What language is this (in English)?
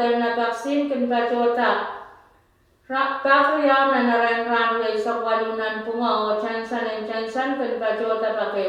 Pohnpeian